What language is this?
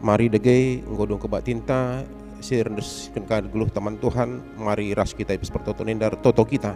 Batak Karo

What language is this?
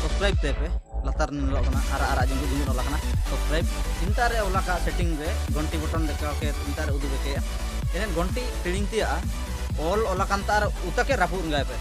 Ho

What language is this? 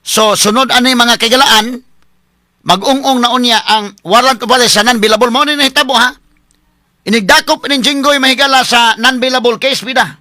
Cebuano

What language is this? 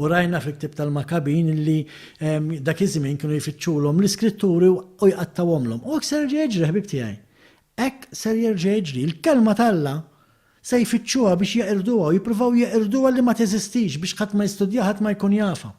Maltese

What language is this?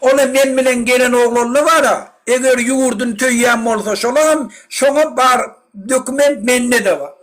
Turkmen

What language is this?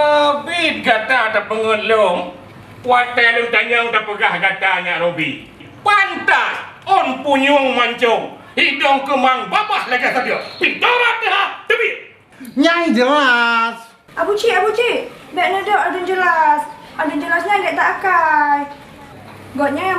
Achinese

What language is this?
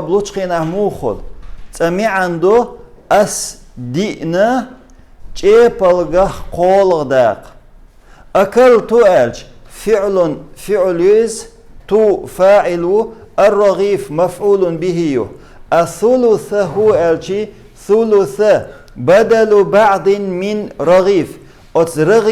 Chechen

